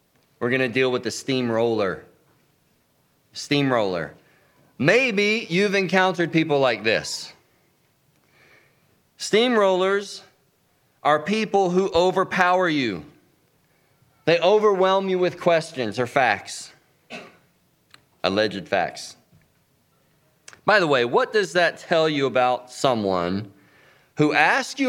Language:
English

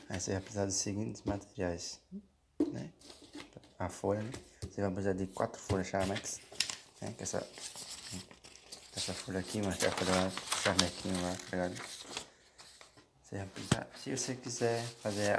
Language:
Portuguese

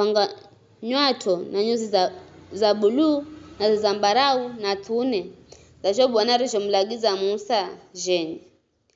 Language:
Giryama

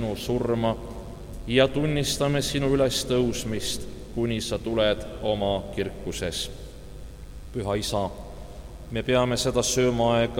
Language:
Estonian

